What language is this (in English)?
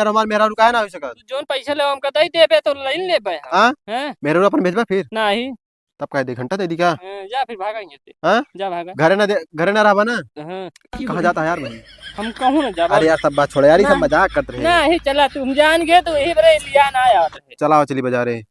Awadhi